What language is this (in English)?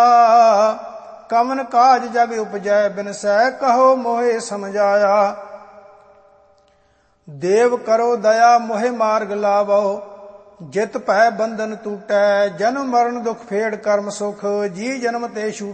Punjabi